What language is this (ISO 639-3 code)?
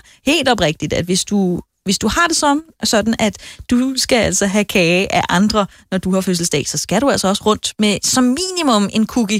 dan